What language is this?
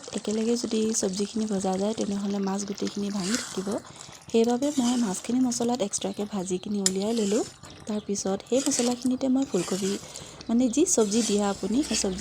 Assamese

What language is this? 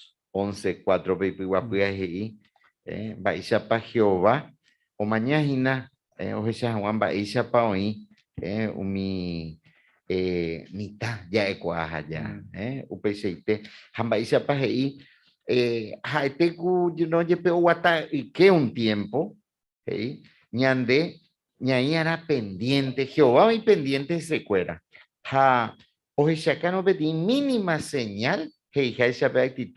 Guarani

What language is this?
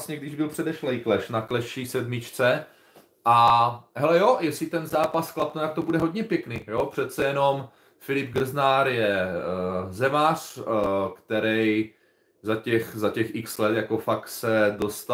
Czech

